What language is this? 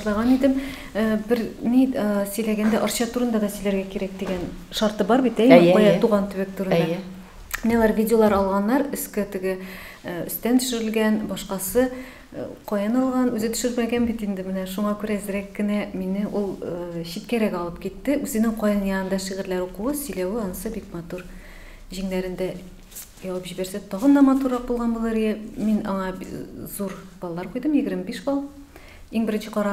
Tatar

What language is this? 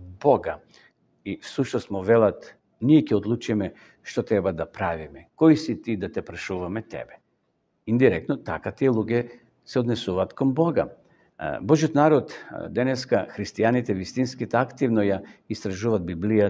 Macedonian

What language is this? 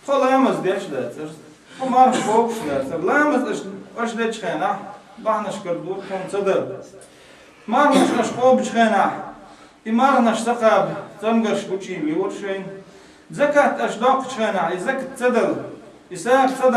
Chechen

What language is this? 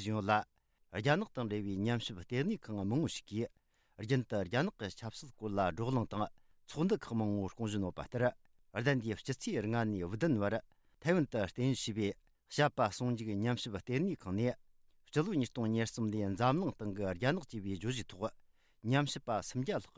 Tibetan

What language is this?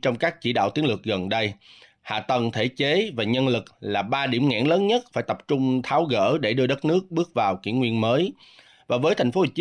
Vietnamese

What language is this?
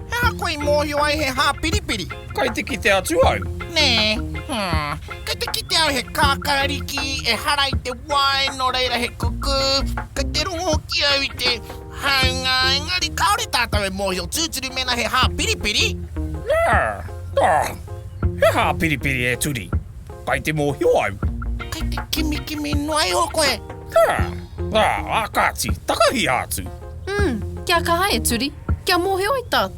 Māori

